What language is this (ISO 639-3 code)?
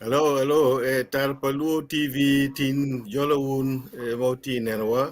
ach